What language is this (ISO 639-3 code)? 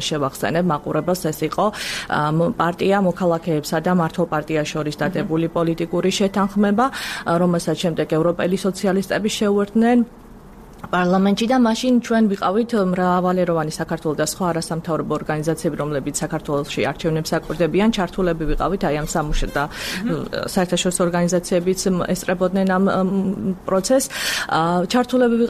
kat